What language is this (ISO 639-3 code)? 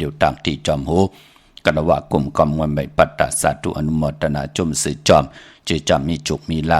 shn